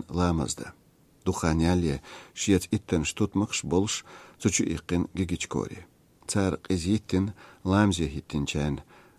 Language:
Chechen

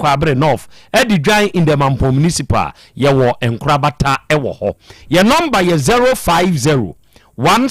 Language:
Akan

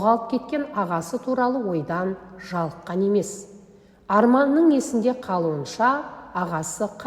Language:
Kazakh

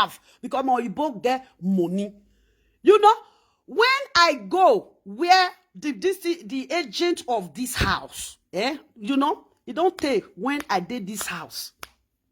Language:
Nigerian Pidgin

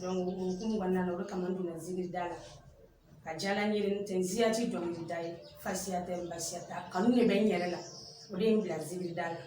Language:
Bambara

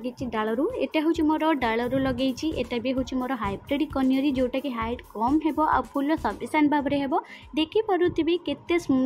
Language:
Odia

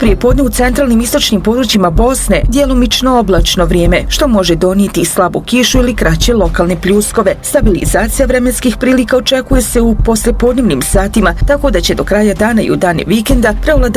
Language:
Bosnian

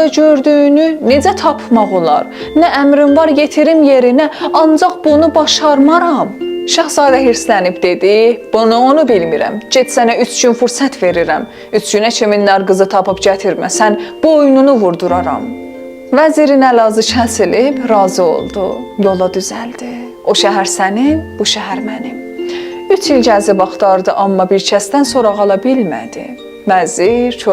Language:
South Azerbaijani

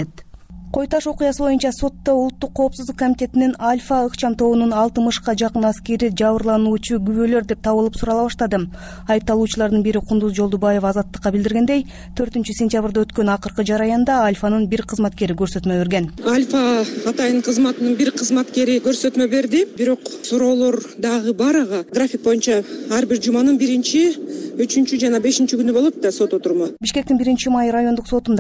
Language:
Kyrgyz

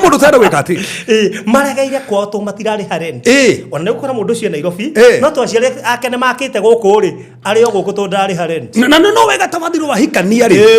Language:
Kikuyu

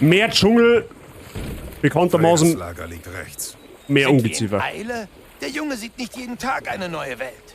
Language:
Bavarian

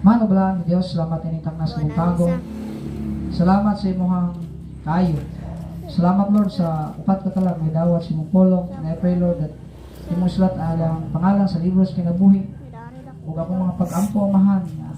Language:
Cebuano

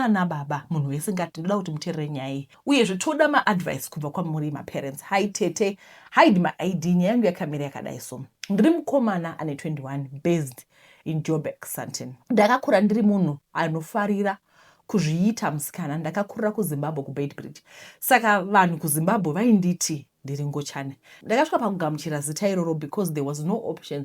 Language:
Shona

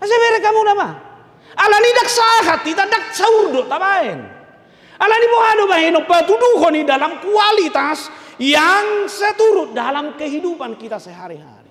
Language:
Batak Toba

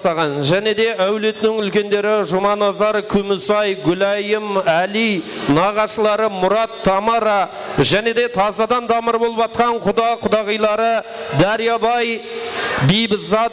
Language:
Kara-Kalpak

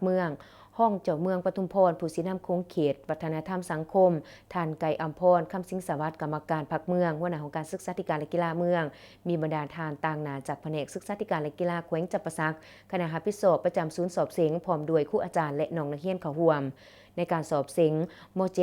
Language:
Lao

